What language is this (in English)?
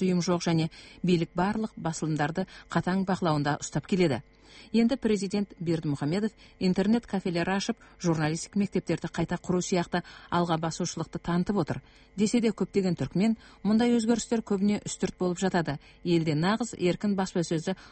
Kazakh